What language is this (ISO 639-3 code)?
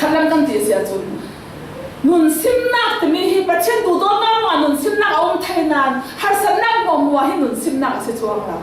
cfm